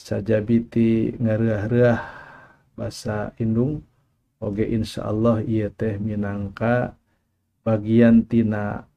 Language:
Sundanese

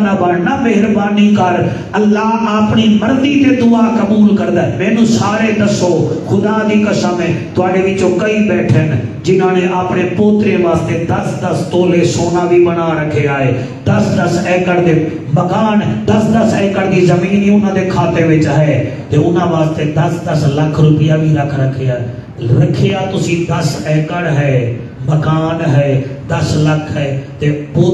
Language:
Saraiki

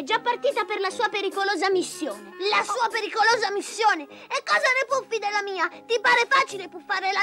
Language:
Italian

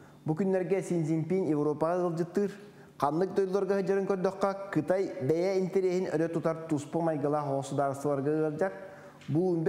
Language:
Yakut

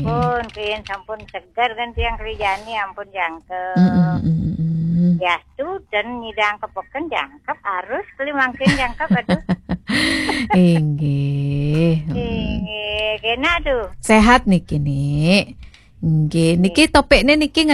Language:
Balinese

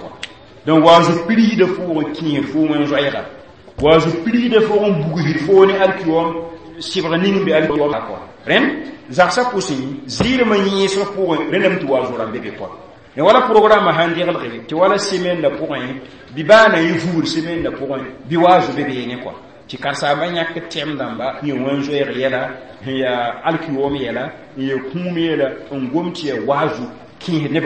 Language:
Mossi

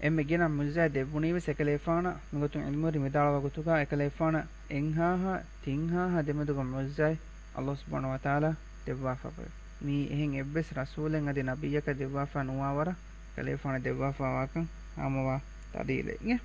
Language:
Divehi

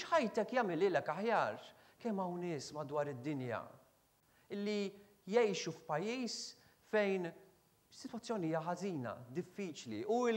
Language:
Maltese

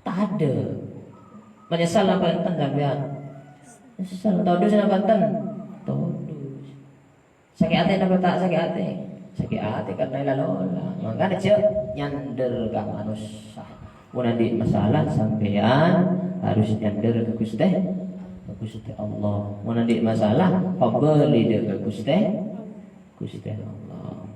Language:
Madurese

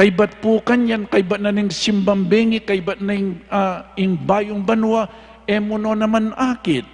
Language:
Pampanga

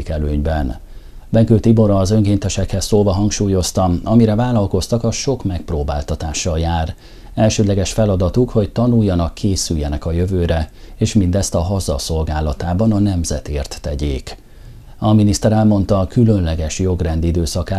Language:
Hungarian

